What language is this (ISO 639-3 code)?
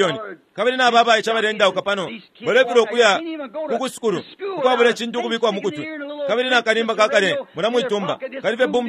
bem